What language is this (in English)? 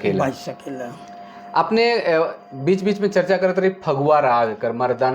Sadri